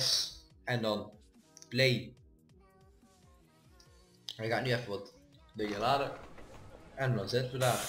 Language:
Dutch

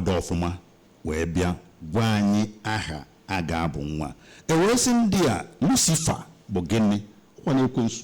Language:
Igbo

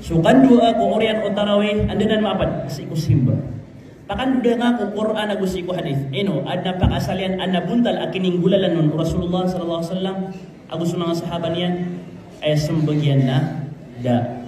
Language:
Maranao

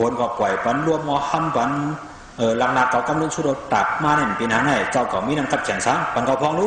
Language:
Shan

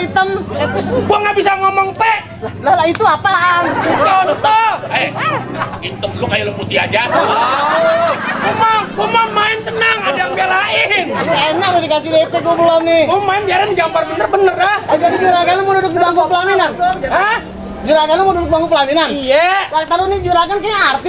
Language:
Betawi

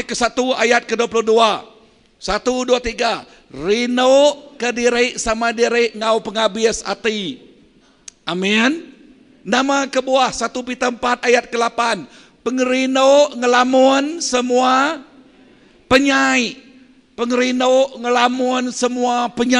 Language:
Iban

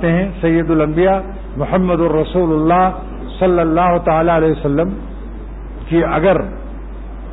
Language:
Urdu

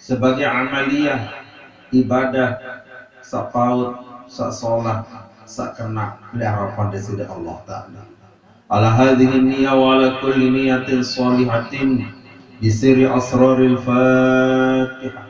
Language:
Sasak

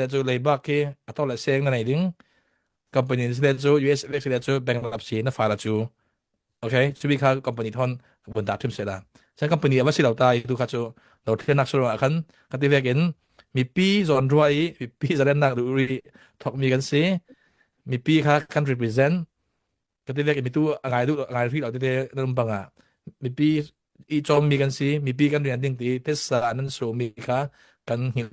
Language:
Hakha Chin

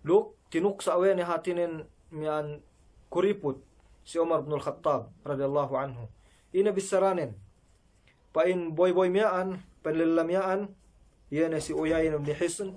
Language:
Yakan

